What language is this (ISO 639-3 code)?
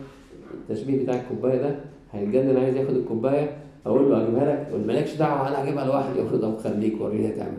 arz